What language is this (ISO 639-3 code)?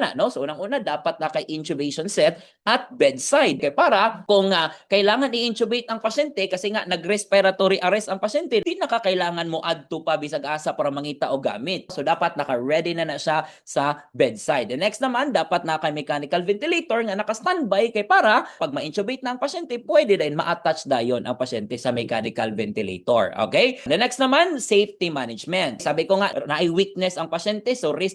ceb